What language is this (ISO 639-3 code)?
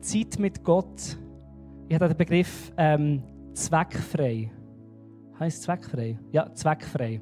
gsw